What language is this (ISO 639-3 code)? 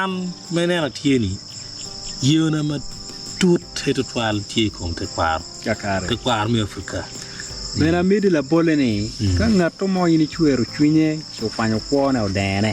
ach